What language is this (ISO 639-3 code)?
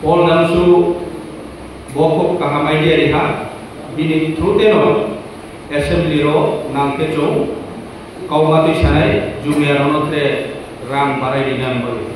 trp